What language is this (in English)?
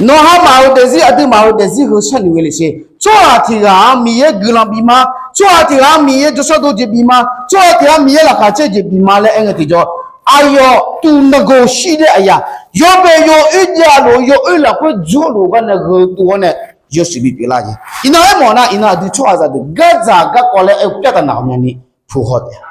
Akha